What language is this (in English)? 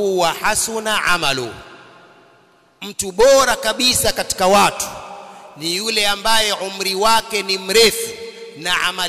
Swahili